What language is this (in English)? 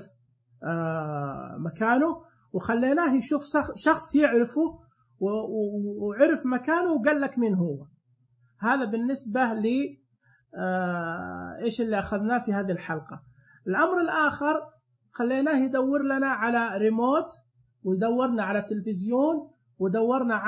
Najdi Arabic